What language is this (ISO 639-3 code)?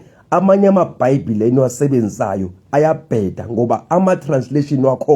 zul